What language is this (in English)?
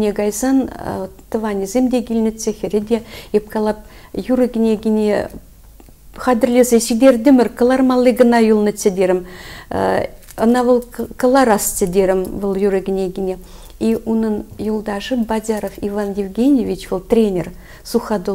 Chuvash